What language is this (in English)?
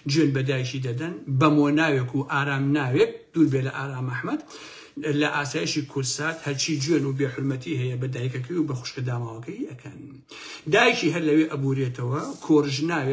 Central Kurdish